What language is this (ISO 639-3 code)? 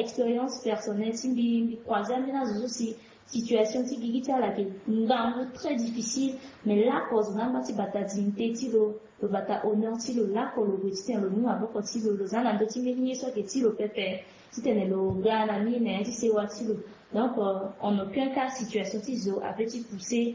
sag